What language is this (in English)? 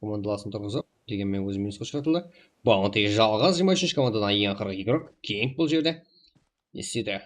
Kara-Kalpak